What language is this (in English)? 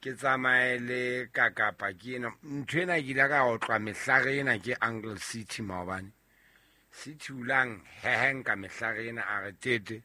Southern Sotho